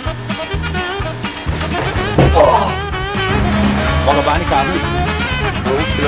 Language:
Hungarian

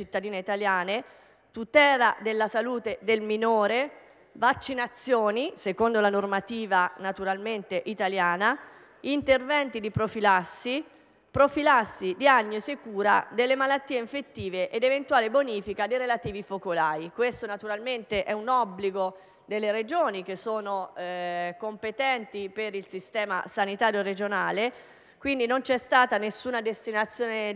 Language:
Italian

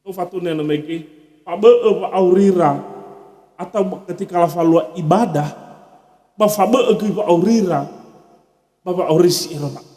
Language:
Nias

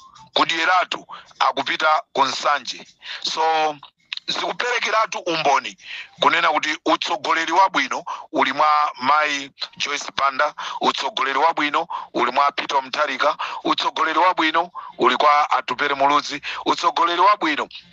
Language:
Nyanja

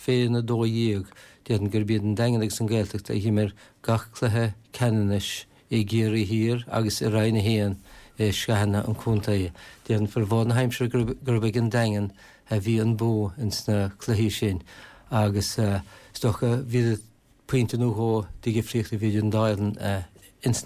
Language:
Irish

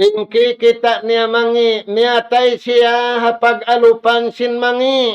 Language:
Tausug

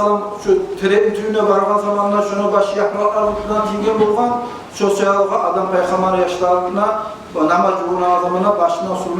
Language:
Kumyk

